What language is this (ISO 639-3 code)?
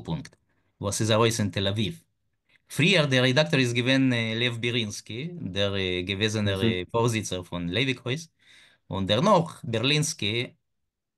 yid